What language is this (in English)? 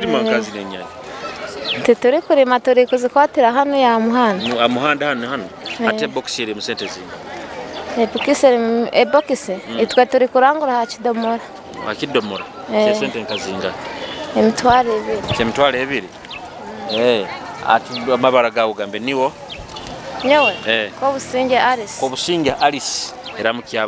Nyoro